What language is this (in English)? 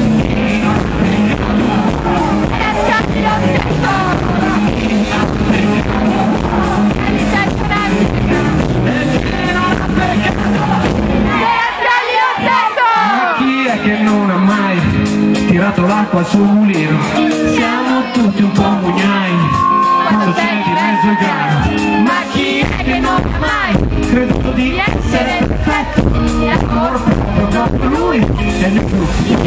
Italian